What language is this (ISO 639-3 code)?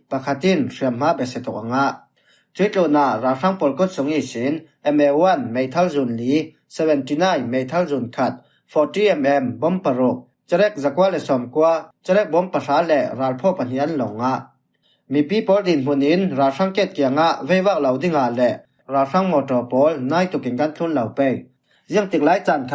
cfm